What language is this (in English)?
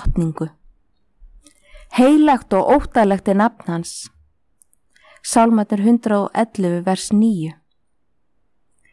Icelandic